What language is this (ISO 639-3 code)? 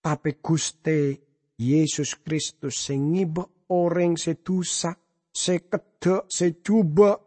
mad